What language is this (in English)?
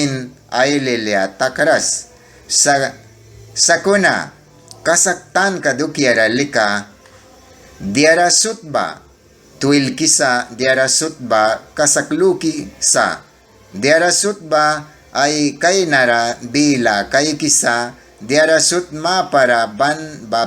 Mískito